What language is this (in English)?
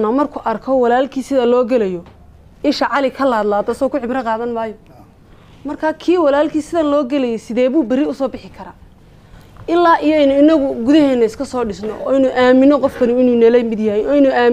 Somali